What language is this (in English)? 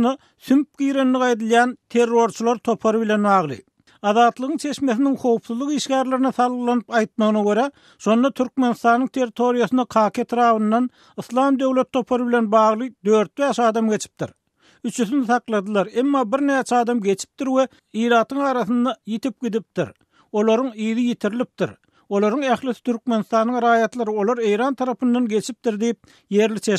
Turkmen